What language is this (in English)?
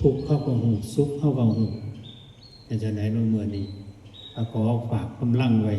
Lao